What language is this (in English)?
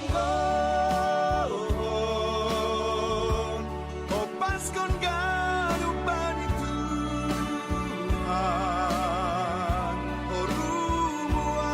Batak Simalungun